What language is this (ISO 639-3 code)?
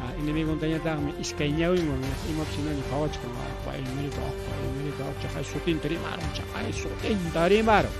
quy